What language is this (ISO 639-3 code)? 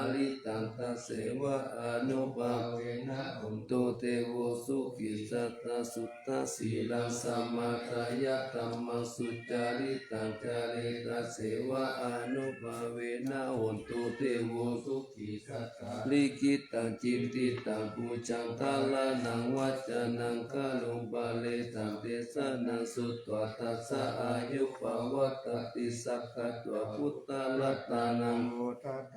pli